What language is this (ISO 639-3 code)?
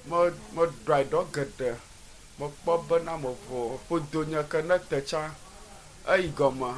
ewe